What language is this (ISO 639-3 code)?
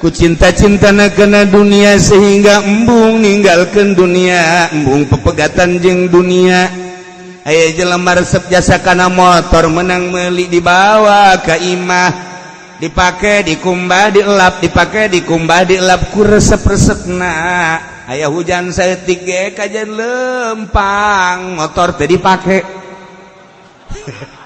sun